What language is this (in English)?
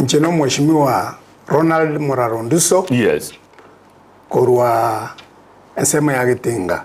Gusii